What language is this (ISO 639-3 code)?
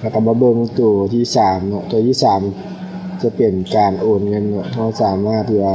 lao